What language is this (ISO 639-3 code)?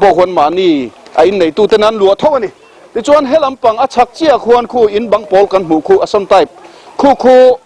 lus